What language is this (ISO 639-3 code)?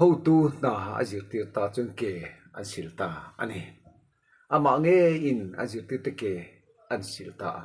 lus